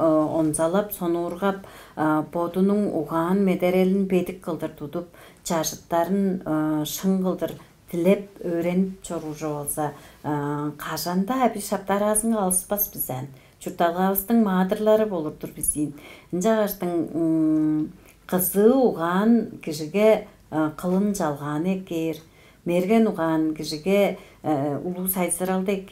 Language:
Tuvinian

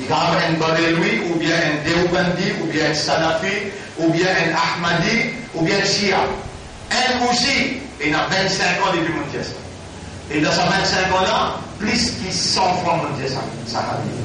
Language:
Morisyen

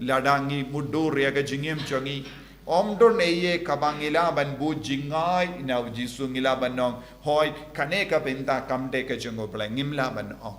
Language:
Khasi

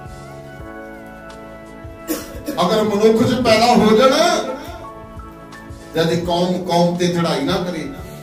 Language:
Punjabi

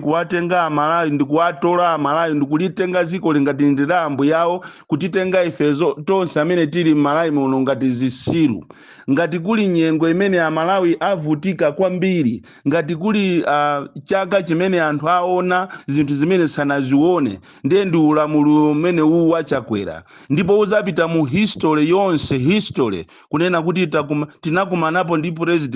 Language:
Nyanja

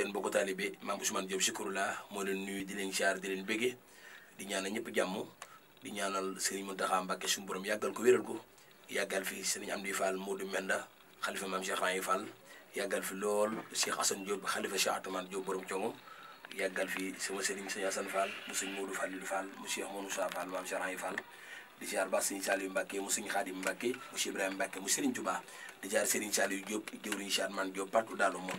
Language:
Wolof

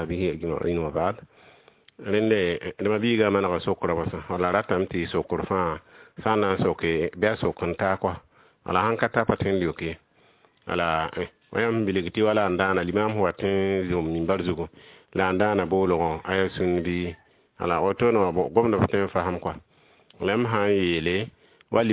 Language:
Mossi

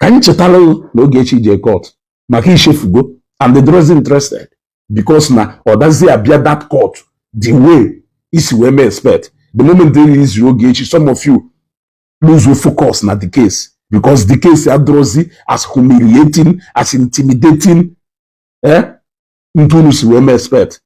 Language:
Igbo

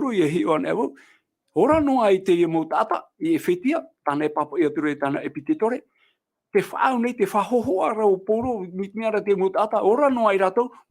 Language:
Tahitian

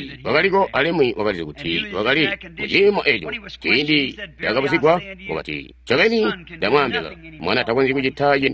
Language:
Tonga (Zambia)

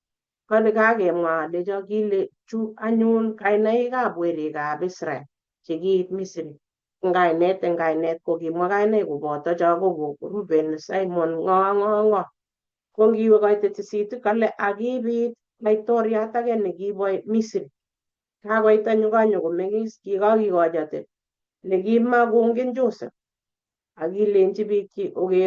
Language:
Kalenjin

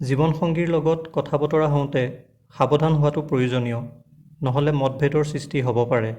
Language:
Assamese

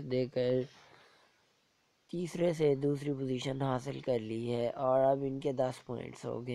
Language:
Urdu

